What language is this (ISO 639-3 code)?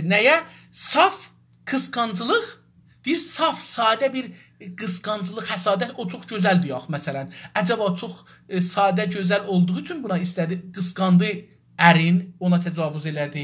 azb